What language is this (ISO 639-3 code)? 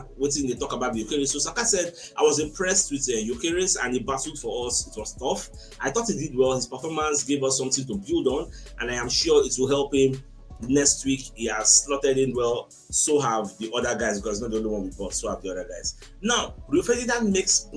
pcm